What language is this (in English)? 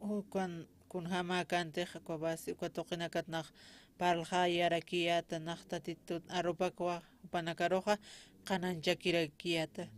Aymara